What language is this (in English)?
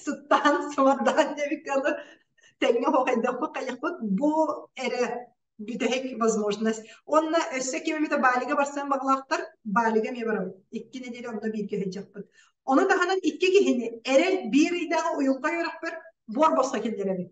Yakut